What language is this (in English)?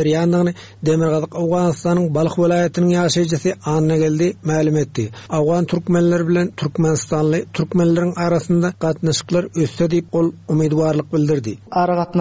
Turkmen